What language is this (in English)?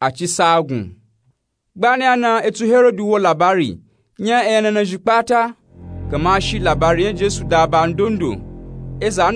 Nupe-Nupe-Tako